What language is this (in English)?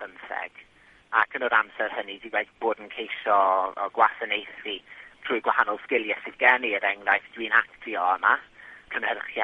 Welsh